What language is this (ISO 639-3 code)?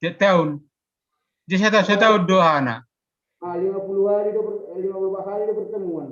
bts